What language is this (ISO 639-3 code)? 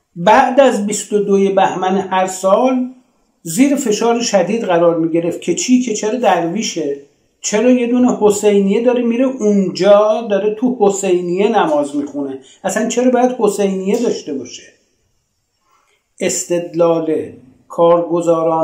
fas